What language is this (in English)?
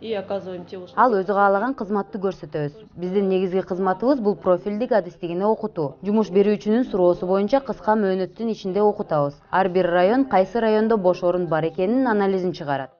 Kyrgyz